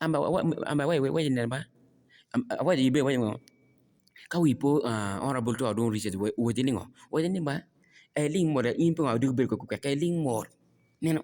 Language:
Acoli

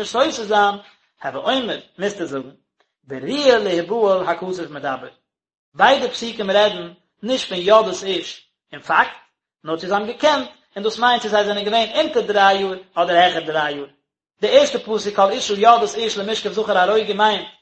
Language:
Yiddish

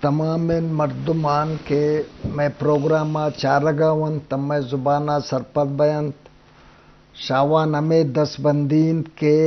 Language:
Eastern Balochi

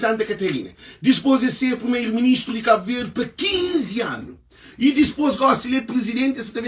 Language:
Kabuverdianu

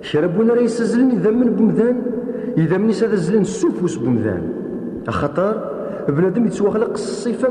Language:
Kabyle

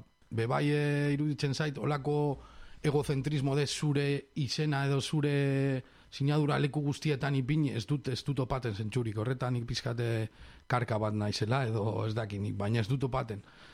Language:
Basque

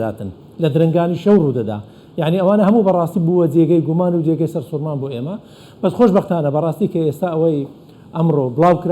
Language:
Central Kurdish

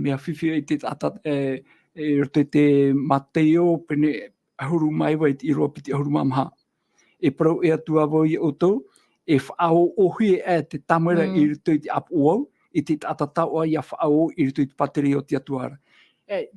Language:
Tahitian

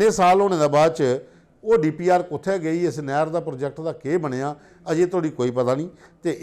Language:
Dogri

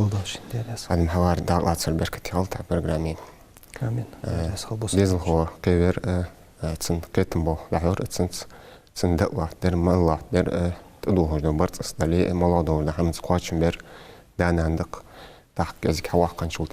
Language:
Ingush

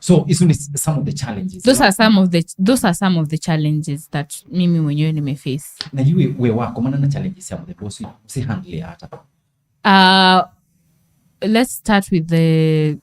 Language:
Kamba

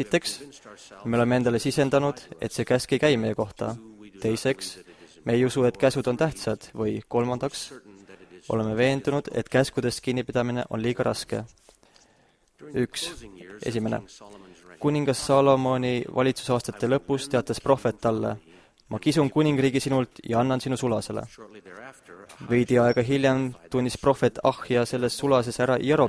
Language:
Estonian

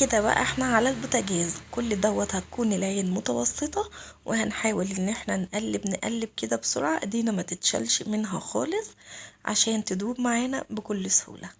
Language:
Egyptian Arabic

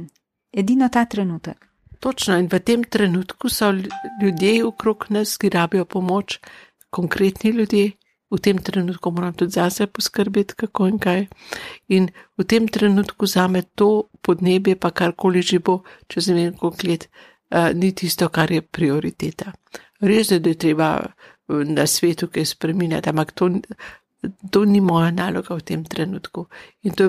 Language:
Slovenian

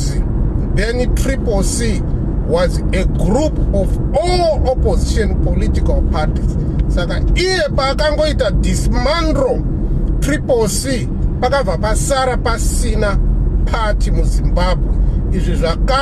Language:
Shona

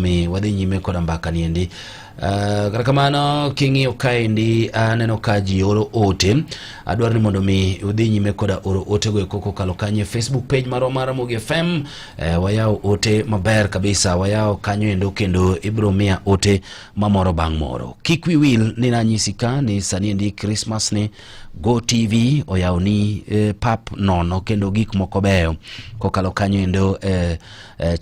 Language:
Luo (Kenya and Tanzania)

